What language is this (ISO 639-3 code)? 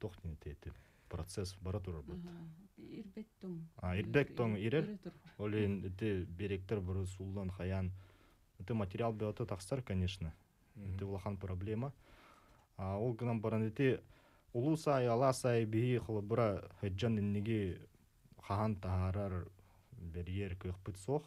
sah